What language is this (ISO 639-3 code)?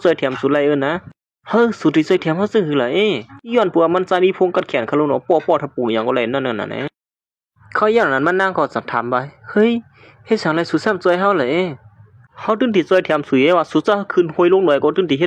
shn